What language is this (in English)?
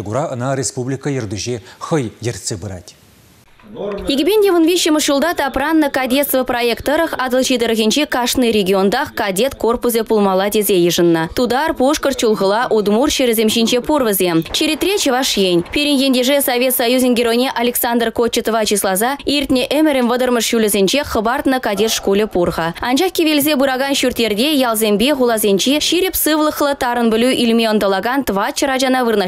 Chuvash